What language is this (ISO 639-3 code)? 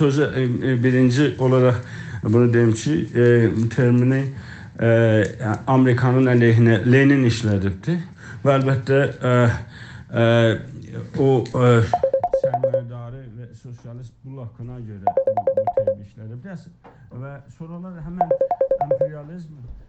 azb